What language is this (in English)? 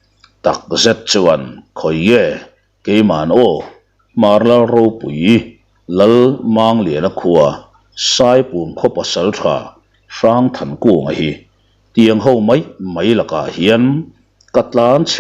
Mizo